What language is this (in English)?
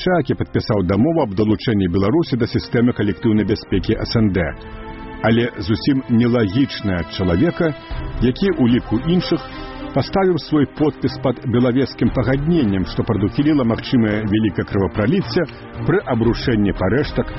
Belarusian